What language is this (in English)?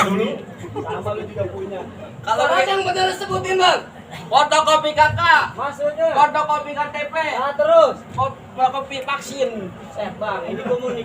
Betawi